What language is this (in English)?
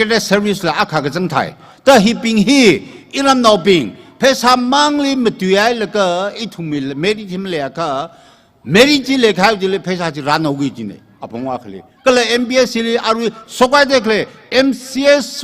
Tangkhul Naga (India)